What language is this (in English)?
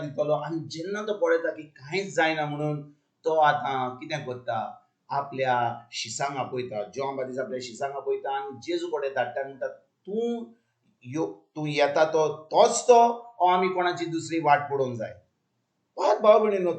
Konkani